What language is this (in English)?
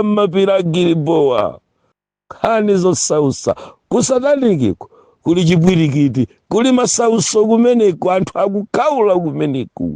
Nyanja